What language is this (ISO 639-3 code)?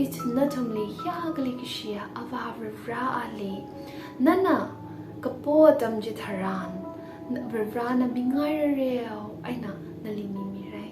nmf